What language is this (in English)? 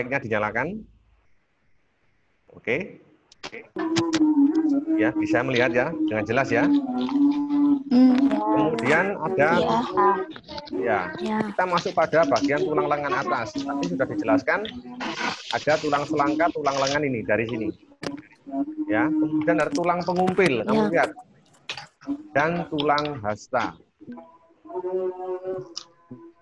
Indonesian